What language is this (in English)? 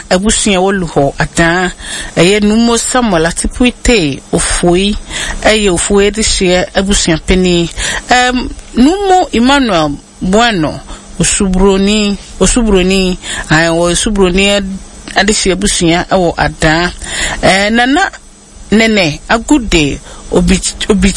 Akan